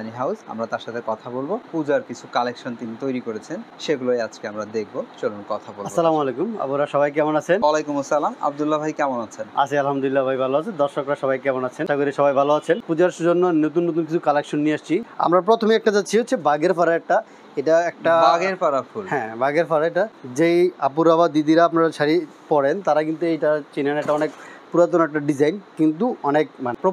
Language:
Bangla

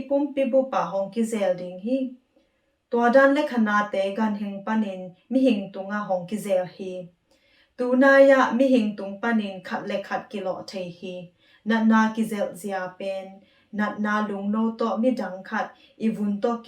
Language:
Tedim Chin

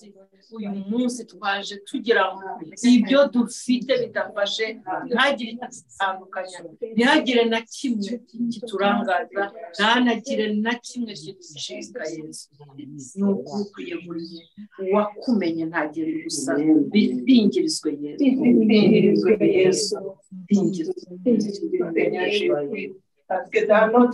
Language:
Kinyarwanda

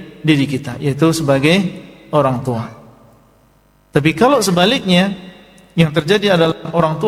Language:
Indonesian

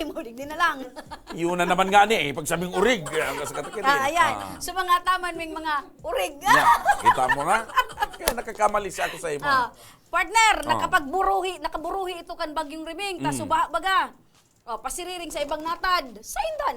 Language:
Bikol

